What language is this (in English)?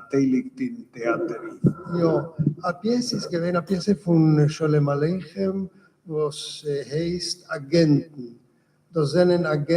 Yiddish